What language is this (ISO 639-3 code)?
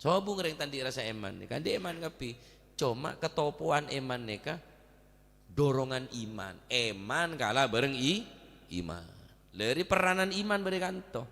mad